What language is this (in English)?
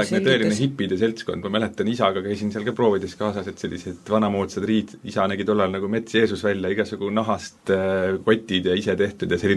Estonian